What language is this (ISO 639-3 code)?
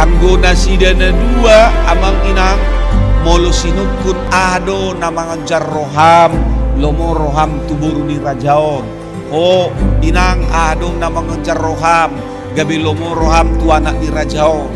bbc